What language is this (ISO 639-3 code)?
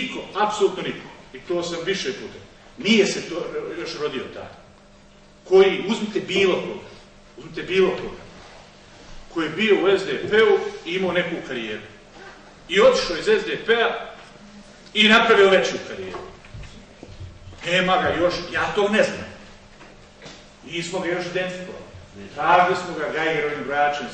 bos